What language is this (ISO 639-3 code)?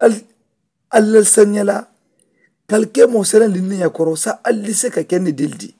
man